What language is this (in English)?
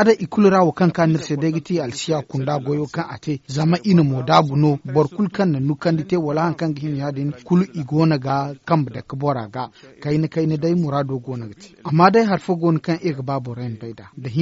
Zarma